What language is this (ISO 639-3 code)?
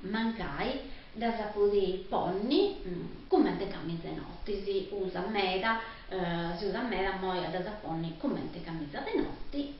srd